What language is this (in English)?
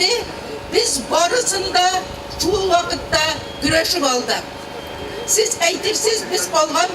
Tatar